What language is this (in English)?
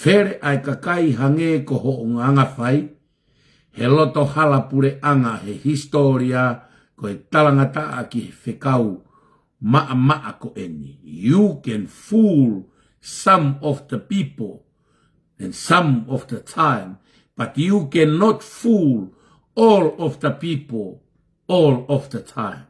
Tongan